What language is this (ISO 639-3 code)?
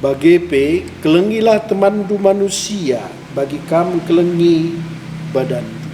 btx